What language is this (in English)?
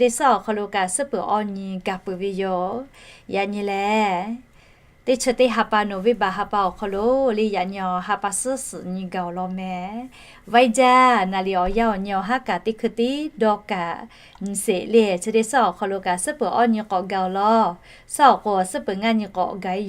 Lahu